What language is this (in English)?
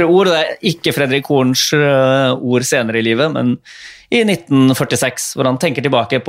Norwegian